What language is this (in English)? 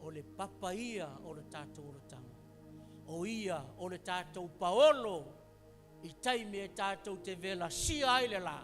Samoan